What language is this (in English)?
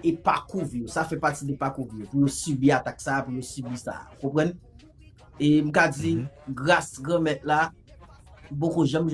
Haitian Creole